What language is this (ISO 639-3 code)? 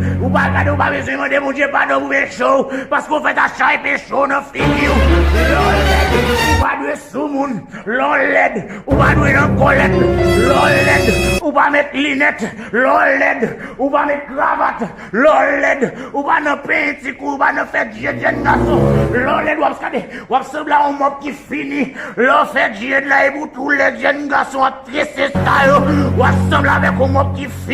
hat